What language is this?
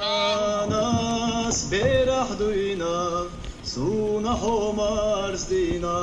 Chechen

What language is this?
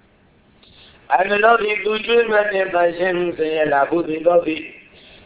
Burmese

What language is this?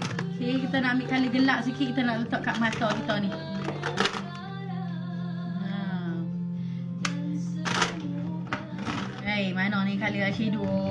Malay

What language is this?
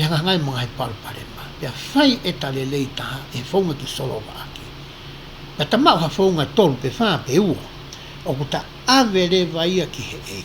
Tongan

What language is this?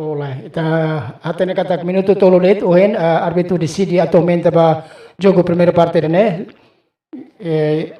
Tetum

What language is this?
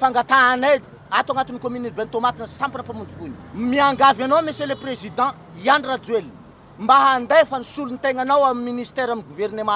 Malagasy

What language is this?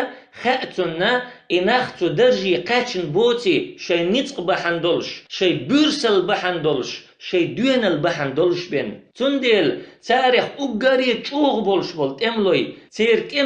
Chechen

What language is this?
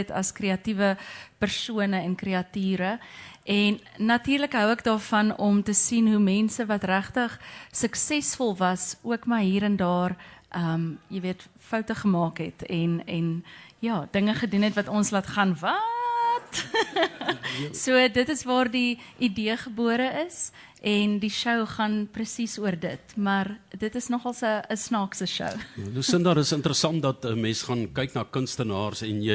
Afrikaans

